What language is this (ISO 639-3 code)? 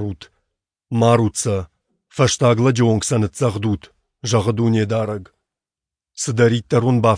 oss